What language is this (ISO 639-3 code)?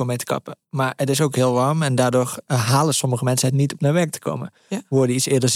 nld